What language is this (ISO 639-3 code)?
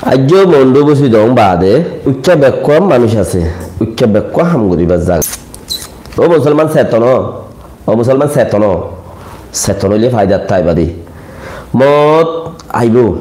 rhg